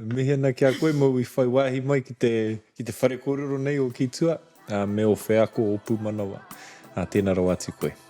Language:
Māori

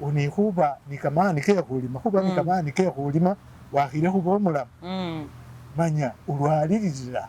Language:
Masaaba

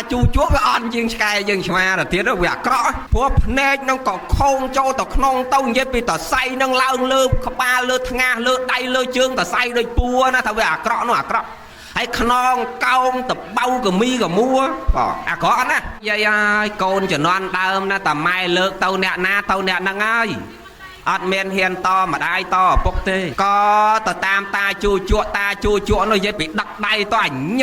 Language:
Khmer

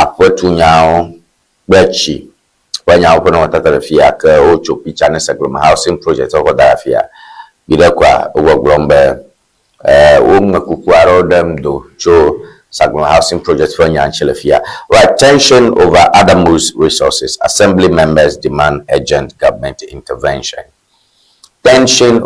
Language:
Ewe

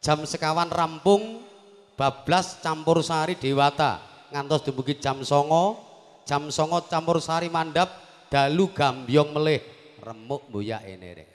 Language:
Javanese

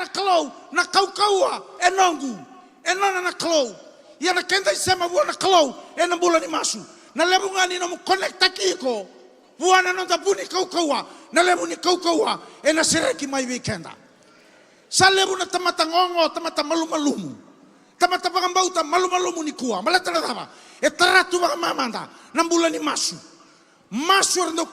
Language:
Fijian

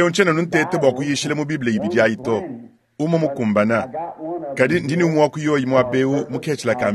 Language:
Luba-Lulua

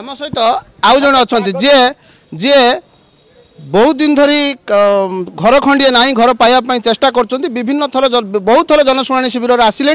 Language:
Odia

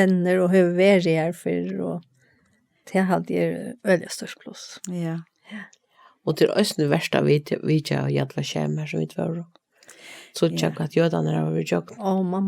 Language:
Faroese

